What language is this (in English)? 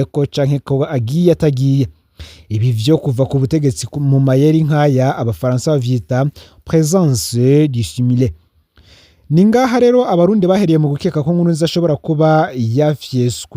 Rundi